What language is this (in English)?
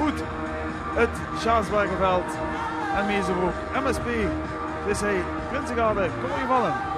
Limburgish